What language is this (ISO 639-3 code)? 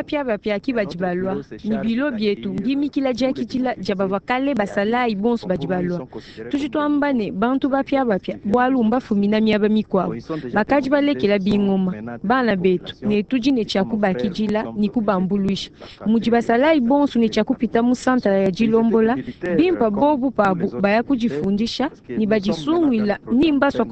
lua